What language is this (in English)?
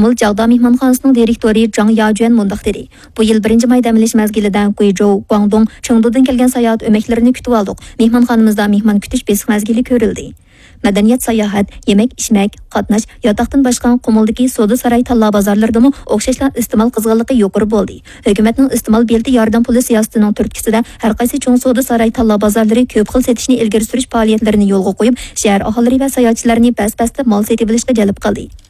Uyghur